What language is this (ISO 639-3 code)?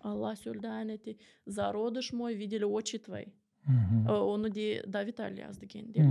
gag